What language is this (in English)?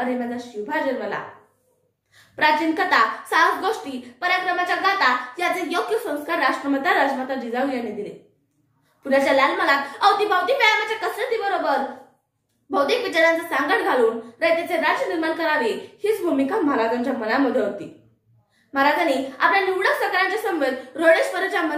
Marathi